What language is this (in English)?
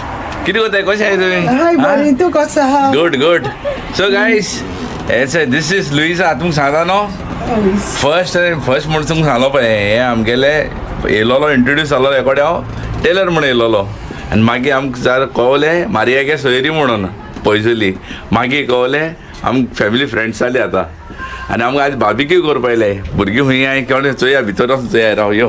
Konkani